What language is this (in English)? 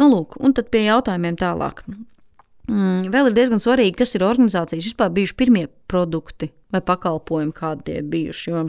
Latvian